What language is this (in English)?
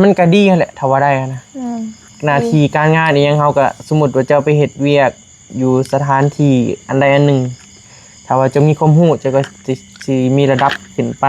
Northeastern Thai